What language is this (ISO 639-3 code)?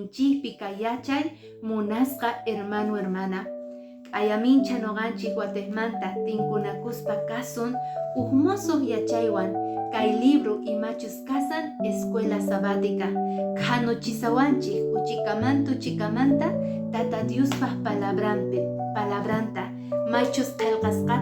que